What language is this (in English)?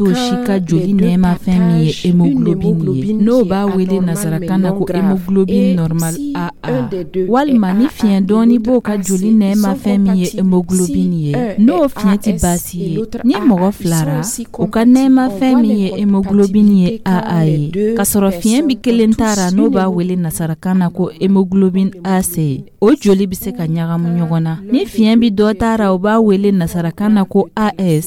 Dyula